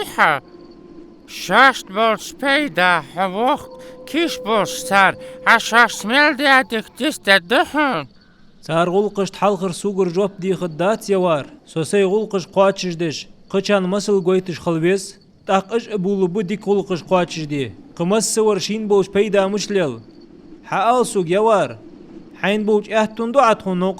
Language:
Ingush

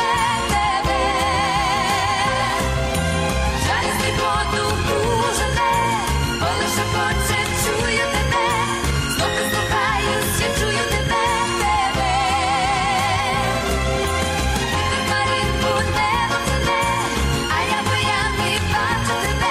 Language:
Ukrainian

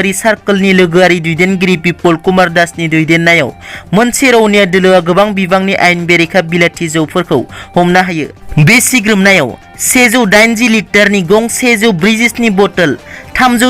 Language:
Bodo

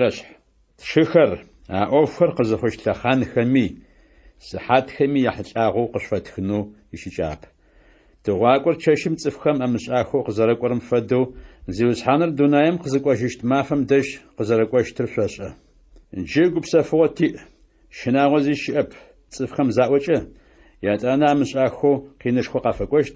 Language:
Adyghe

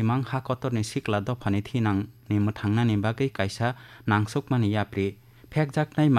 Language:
Kok Borok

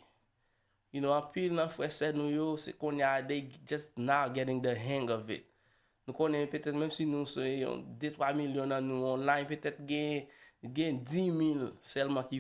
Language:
Haitian Creole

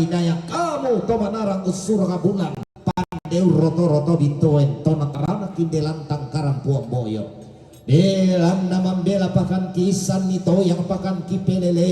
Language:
Toraja-Sa'dan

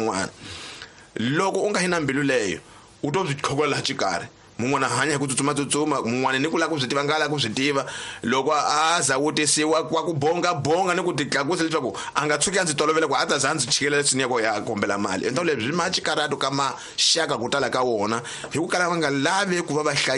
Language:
Tsonga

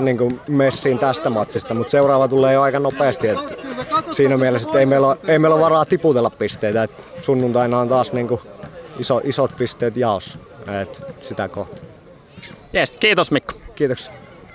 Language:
Finnish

